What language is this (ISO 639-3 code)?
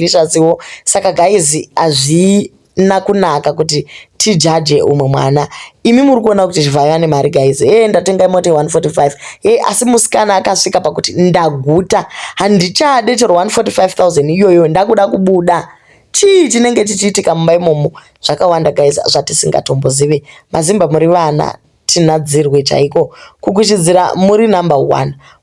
sna